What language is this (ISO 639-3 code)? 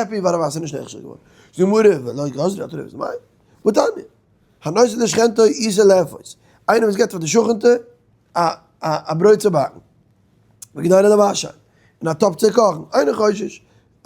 yid